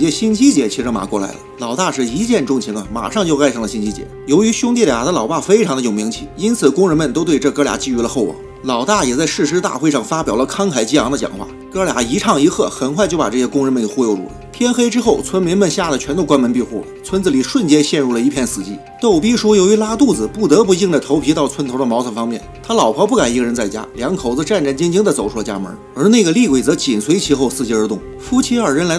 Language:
Chinese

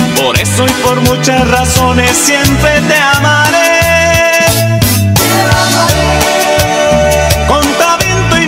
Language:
Spanish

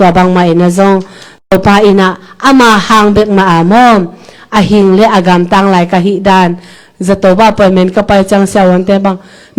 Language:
Tedim Chin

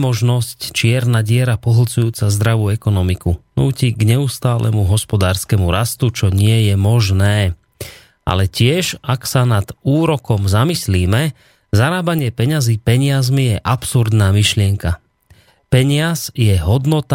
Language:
Slovak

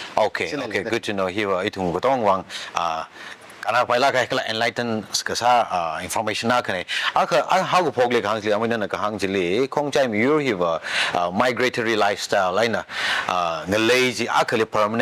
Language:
Tangkhul Naga (India)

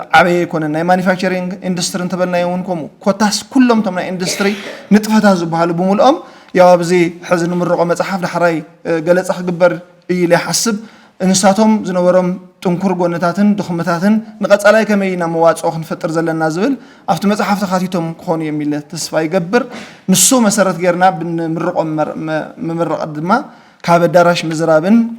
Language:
Tigrinya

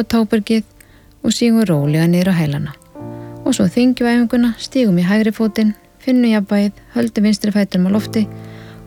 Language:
Icelandic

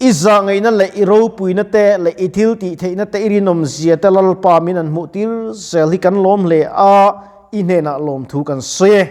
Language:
Mizo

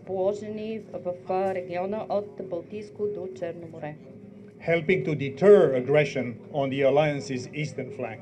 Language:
Bulgarian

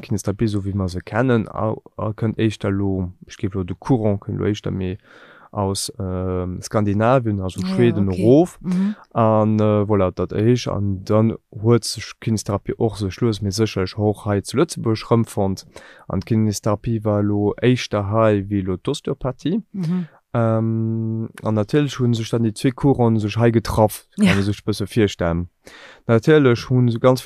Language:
Luxembourgish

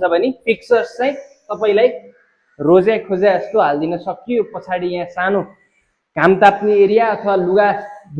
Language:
Nepali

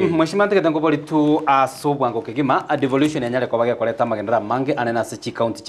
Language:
Gusii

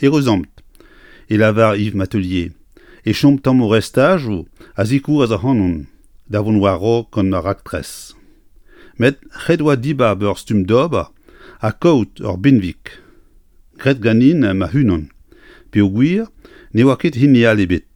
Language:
Breton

